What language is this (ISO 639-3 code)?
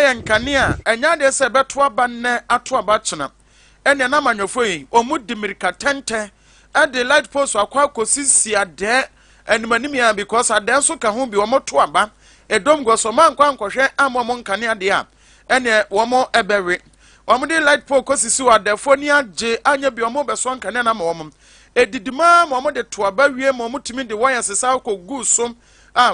aka